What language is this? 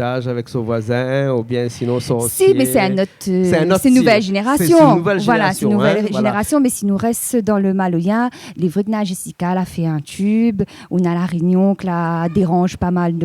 Réunion Creole French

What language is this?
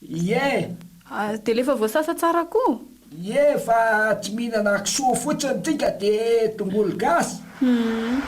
Malagasy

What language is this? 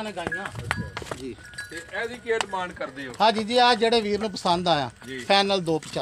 Punjabi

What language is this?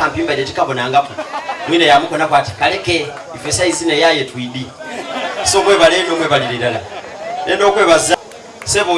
Soga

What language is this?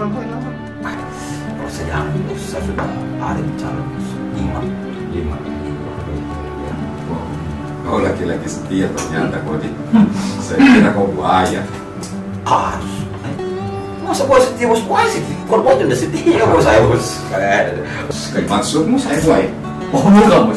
Makassar Malay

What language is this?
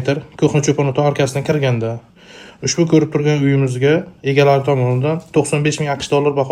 Uzbek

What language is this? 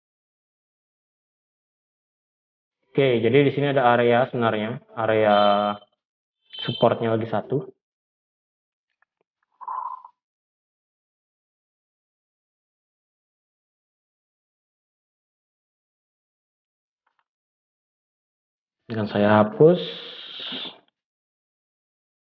Indonesian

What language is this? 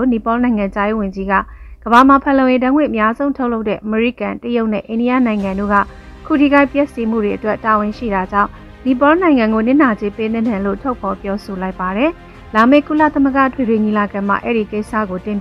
Burmese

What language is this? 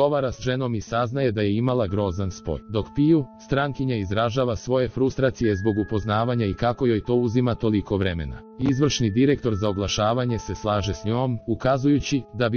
Croatian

